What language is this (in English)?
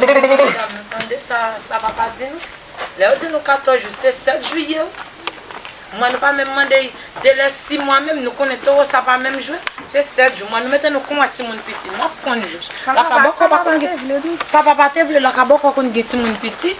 Haitian Creole